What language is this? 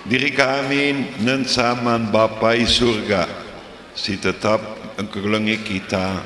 Batak Karo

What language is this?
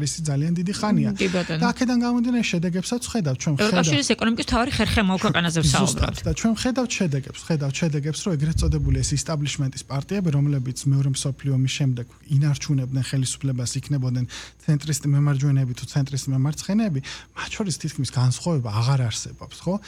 Georgian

